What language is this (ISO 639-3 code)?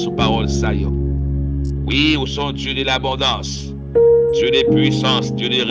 hat